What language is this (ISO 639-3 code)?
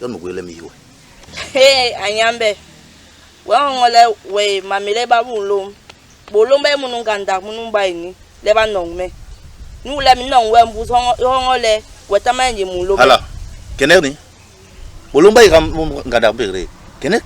bas